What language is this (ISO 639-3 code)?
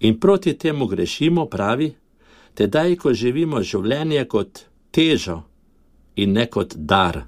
slv